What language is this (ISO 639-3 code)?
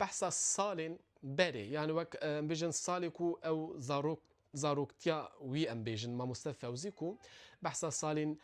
kur